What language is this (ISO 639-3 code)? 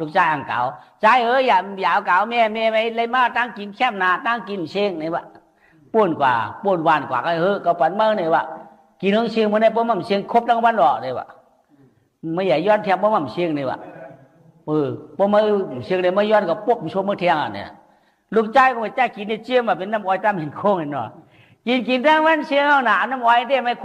shn